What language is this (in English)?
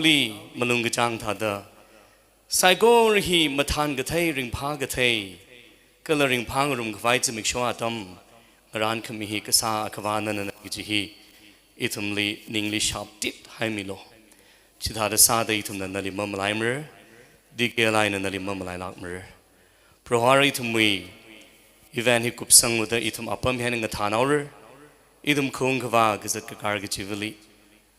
Tangkhul Naga (India)